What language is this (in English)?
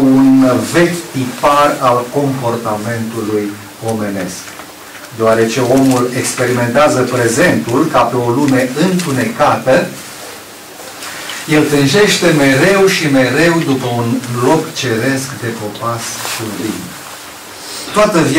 Romanian